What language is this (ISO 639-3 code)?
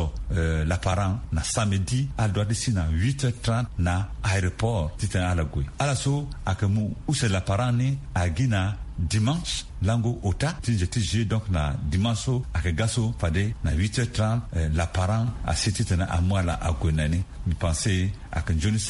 sag